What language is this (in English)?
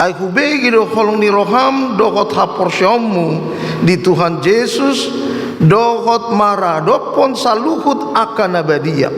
Batak Toba